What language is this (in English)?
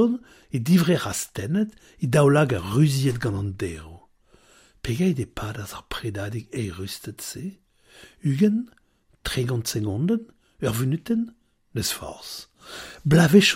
Breton